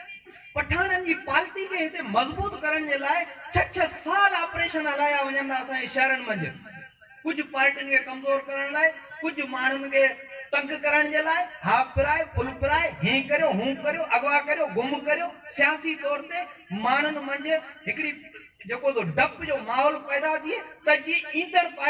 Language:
Sindhi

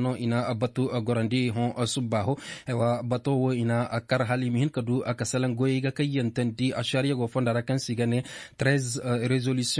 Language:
Koyraboro Senni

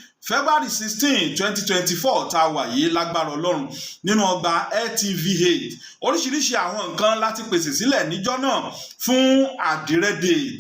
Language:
Yoruba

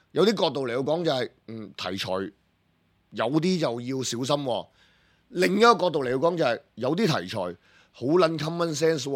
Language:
Cantonese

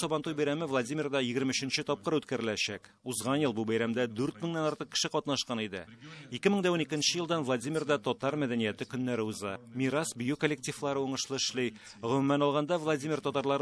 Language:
Tatar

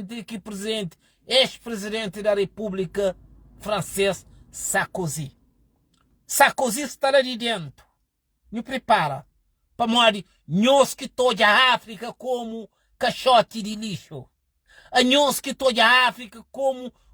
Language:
Kabuverdianu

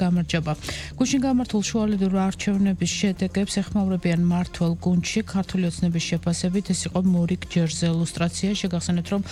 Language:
Georgian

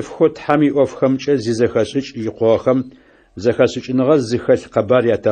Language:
Adyghe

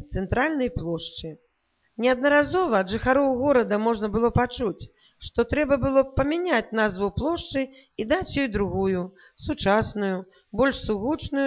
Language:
Belarusian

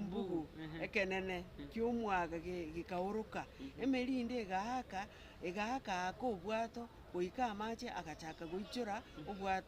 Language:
Gusii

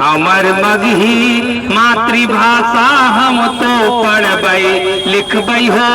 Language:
Magahi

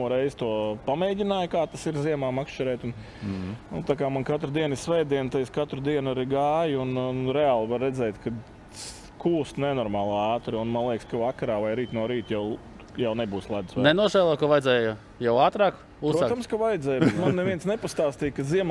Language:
Latvian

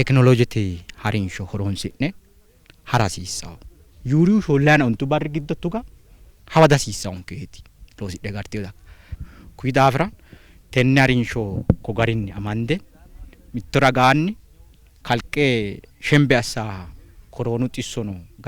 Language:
Sidamo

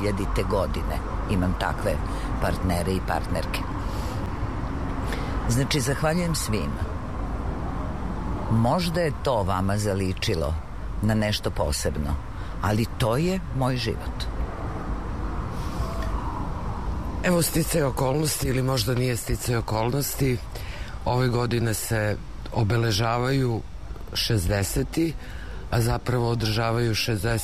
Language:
Serbian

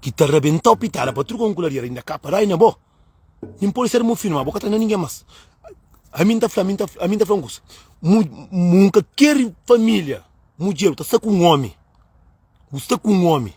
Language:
Kabuverdianu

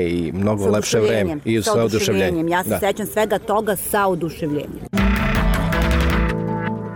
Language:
Serbian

